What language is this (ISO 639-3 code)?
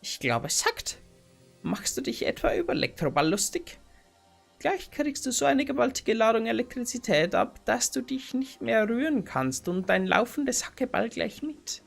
bar